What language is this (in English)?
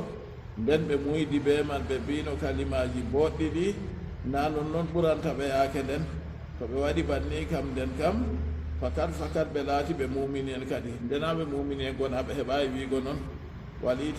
Fula